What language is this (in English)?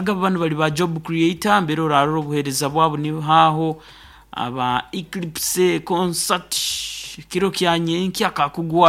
Nyoro